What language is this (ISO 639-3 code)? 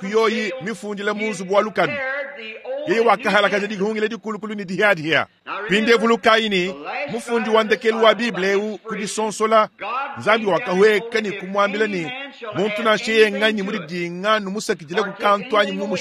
lua